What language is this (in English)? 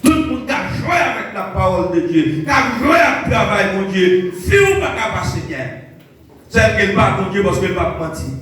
Haitian Creole